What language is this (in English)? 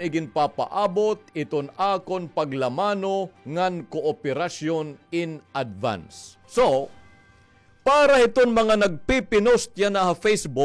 Waray